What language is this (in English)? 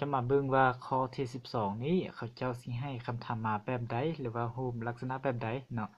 Lao